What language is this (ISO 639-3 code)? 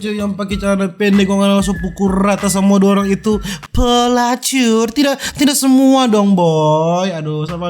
xmm